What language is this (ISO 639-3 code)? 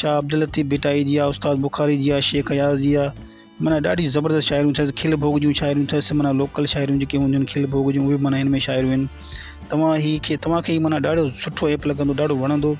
snd